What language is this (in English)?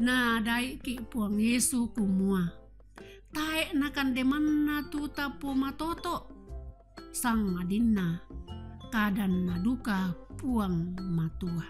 Toraja-Sa'dan